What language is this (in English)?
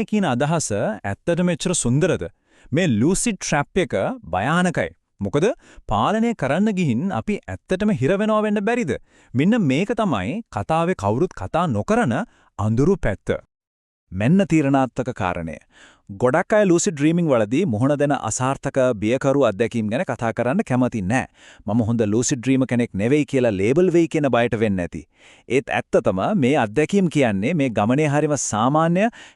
Sinhala